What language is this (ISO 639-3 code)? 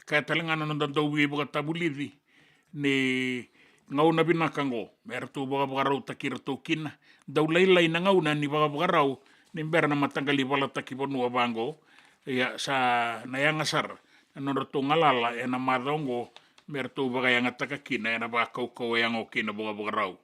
fij